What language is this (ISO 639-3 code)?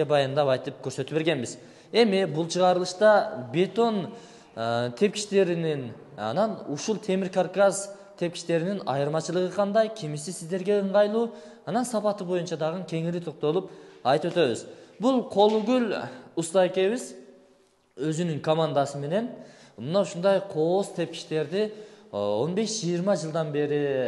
kir